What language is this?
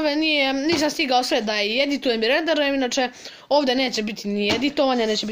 Bosnian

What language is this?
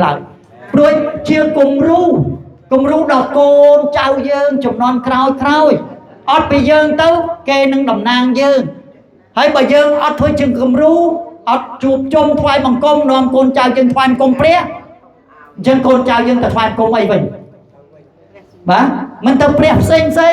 Khmer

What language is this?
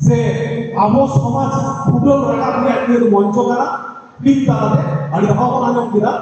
Santali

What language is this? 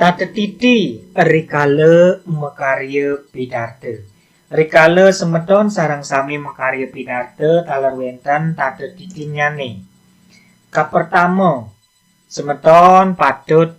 Balinese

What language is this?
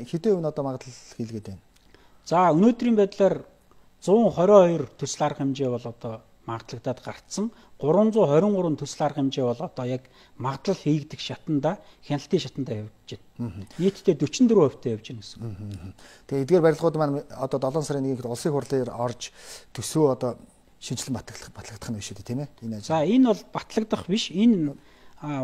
Mongolian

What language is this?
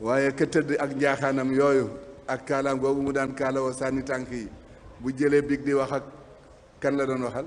Wolof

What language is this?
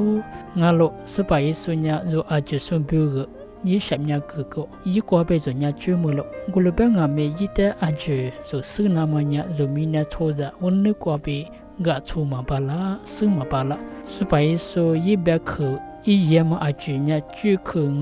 Lisu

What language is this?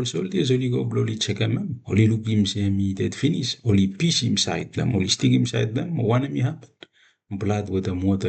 Bislama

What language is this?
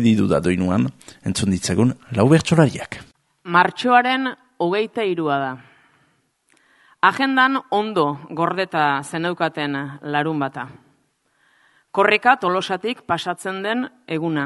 Basque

